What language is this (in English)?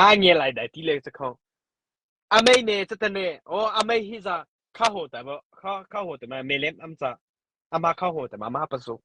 Mara Chin